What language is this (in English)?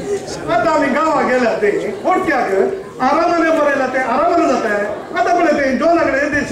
Konkani